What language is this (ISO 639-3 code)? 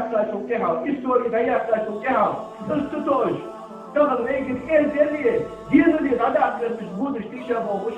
inh